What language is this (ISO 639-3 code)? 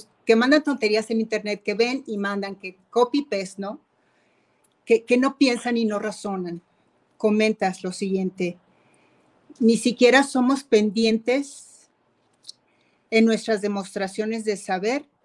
spa